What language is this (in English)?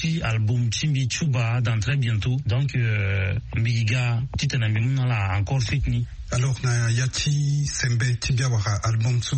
Sango